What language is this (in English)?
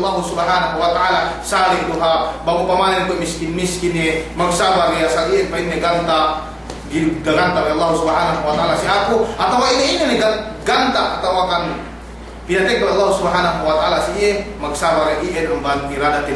Yakan